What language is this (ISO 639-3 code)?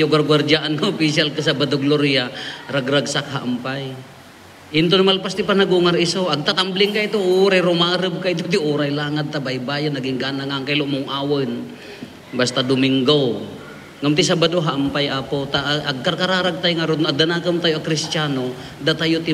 ilo